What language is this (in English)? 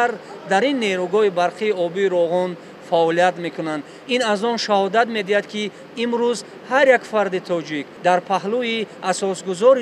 Tajik